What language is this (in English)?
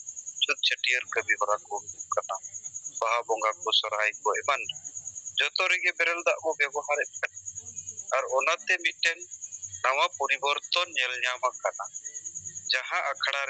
Santali